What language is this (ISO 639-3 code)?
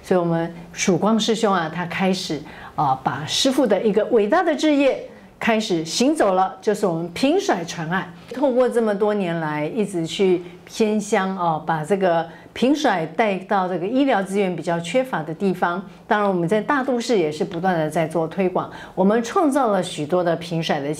zho